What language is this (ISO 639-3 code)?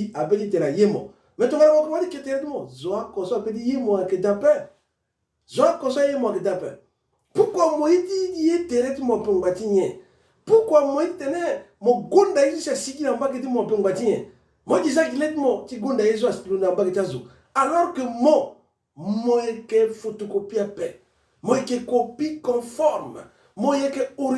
sag